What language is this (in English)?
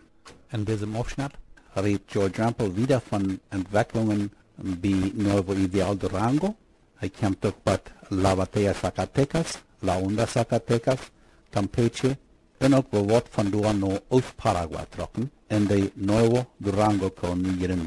Plautdietsch